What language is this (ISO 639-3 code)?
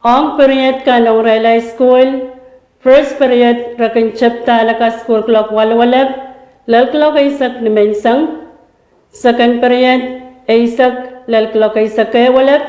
pon